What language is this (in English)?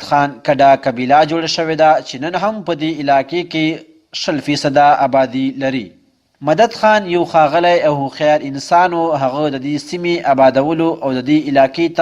Pashto